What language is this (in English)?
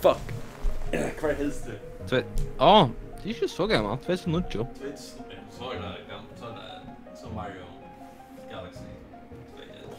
Faroese